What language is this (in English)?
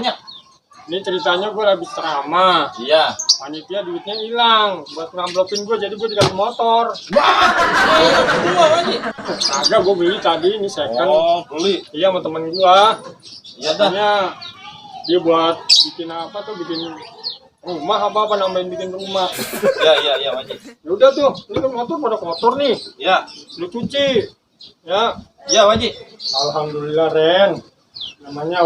Betawi